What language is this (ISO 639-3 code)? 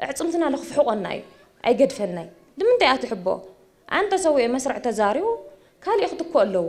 tir